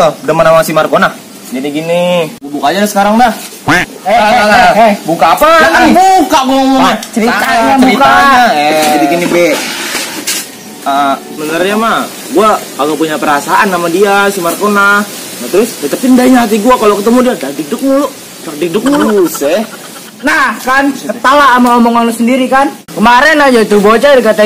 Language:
Betawi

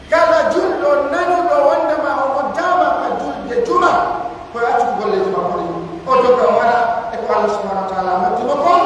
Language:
Pular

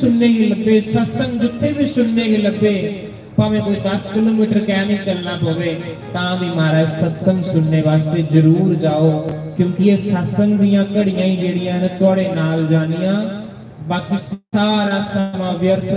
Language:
Dogri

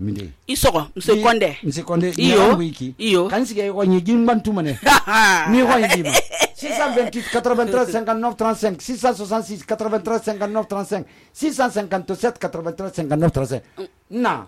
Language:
Susu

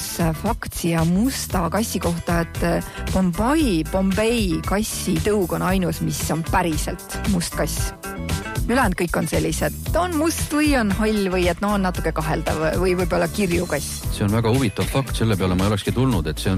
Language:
Estonian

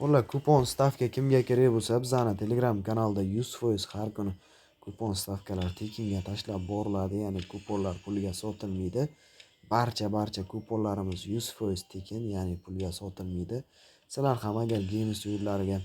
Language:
Uzbek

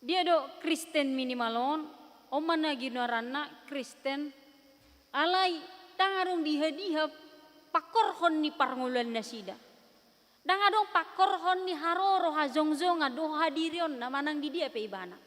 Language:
Batak Toba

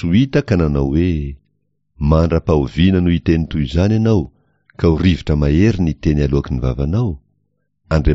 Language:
Malagasy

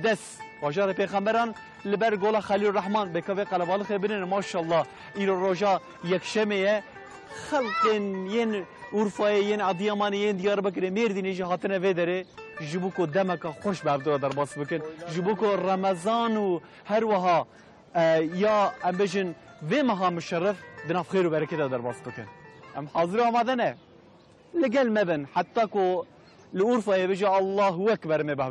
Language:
Kurdish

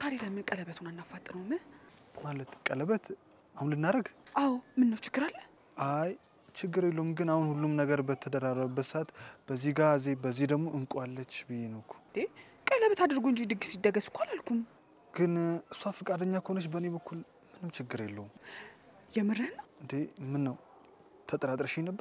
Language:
Amharic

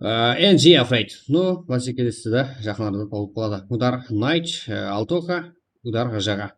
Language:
Kara-Kalpak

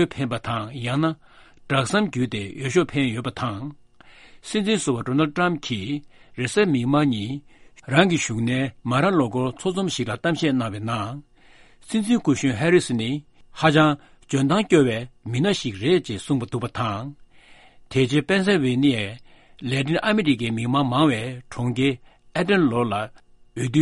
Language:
Tibetan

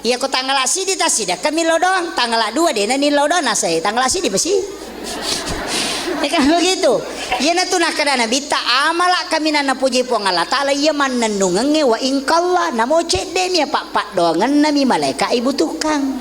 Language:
Buginese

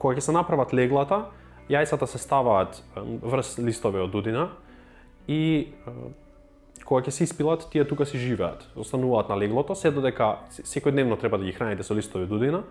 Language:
Macedonian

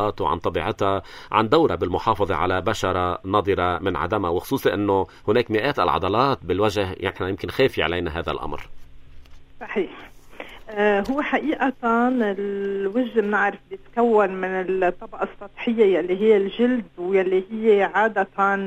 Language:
North Levantine Arabic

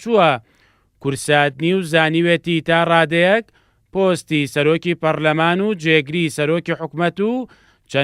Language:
Central Kurdish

